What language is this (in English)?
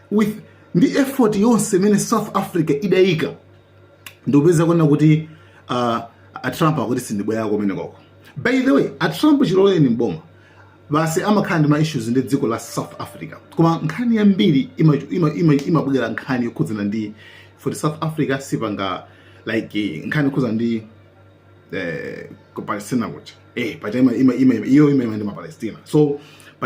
Nyanja